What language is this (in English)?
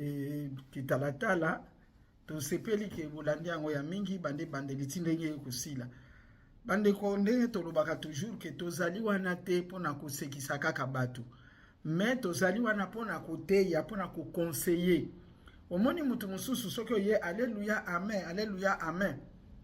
Lingala